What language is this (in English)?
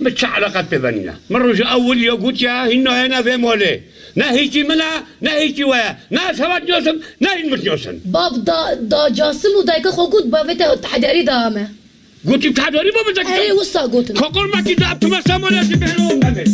Kurdish